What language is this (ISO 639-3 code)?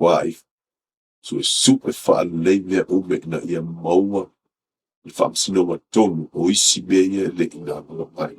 smo